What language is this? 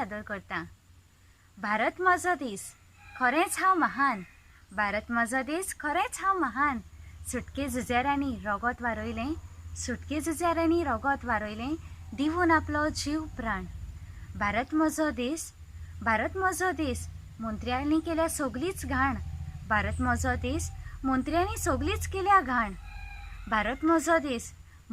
Konkani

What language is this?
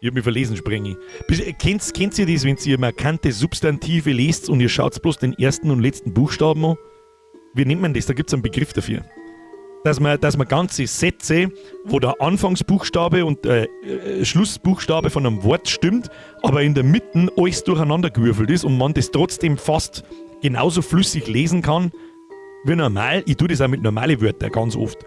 Bavarian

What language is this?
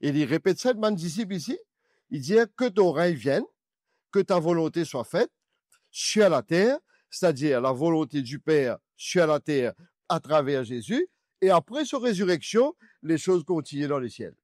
Morisyen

